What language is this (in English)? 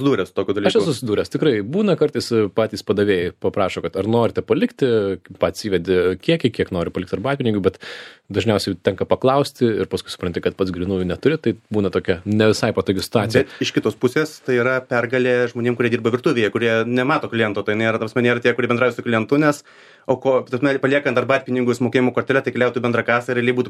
Lithuanian